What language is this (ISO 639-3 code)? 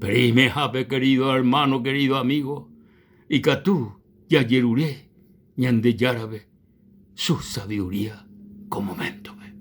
grn